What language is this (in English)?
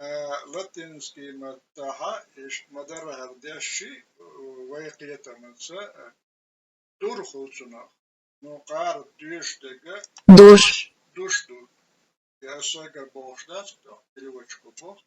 Chechen